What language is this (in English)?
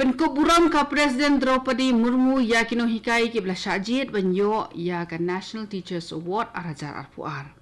Khasi